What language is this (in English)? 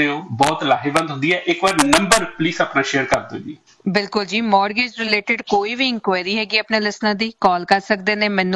Punjabi